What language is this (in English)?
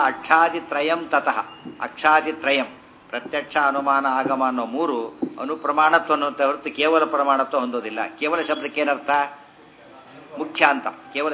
Kannada